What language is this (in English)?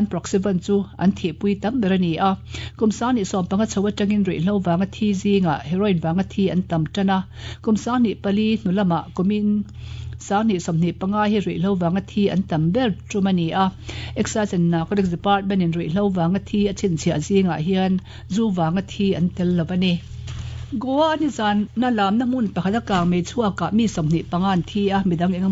Mizo